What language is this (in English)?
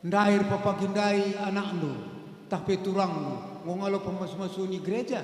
Batak Karo